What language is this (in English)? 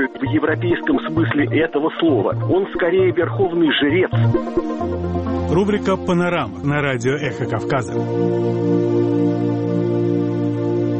Russian